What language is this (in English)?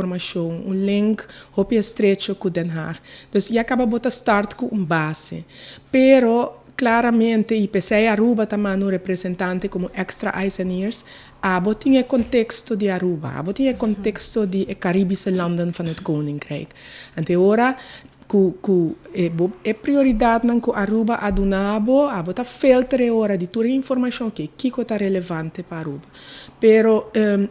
Papiamento